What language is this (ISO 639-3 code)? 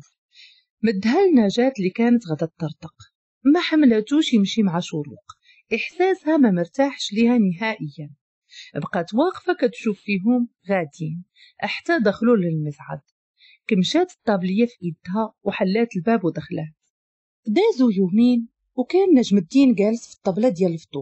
ary